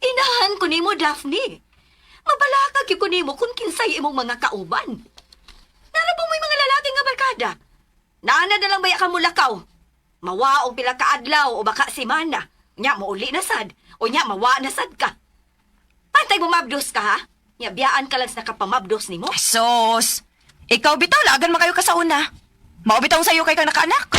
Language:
Cebuano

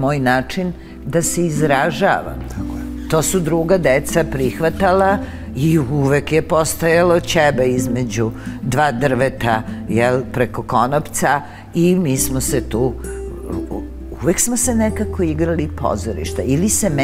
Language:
Serbian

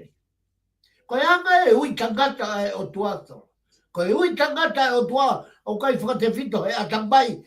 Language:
Tongan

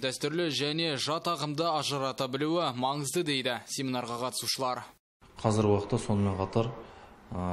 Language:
Kazakh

